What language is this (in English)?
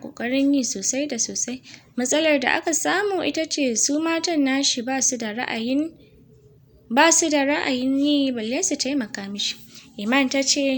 Hausa